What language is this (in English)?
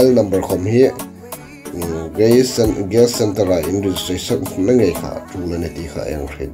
Hmar